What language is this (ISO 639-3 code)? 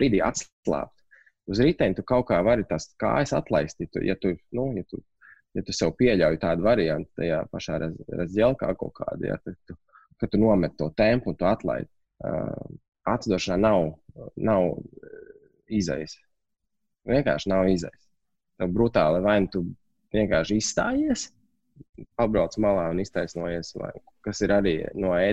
lav